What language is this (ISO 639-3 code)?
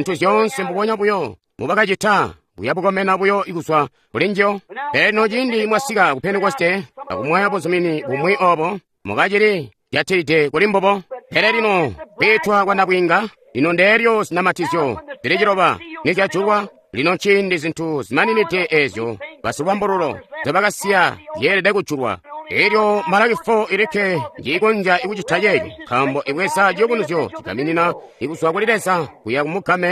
toi